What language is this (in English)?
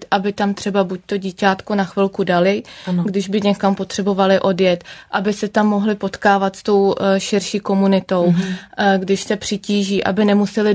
Czech